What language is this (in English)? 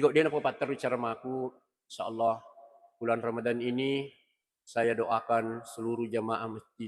Buginese